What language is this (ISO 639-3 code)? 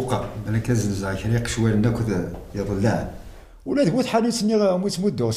kab